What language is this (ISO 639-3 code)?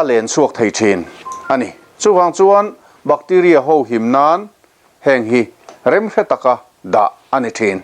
lus